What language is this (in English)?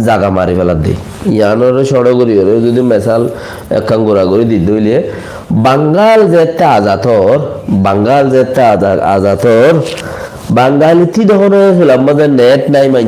Rohingya